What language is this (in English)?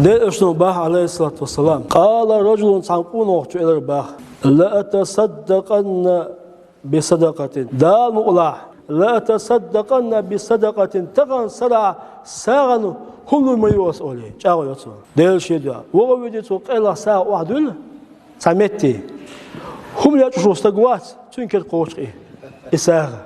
Chechen